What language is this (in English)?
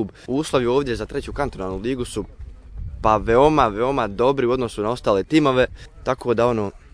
Bosnian